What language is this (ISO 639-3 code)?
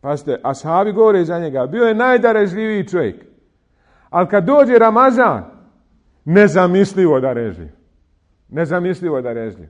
bos